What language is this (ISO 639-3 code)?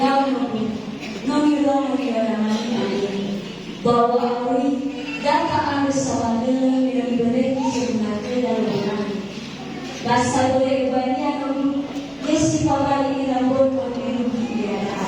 nia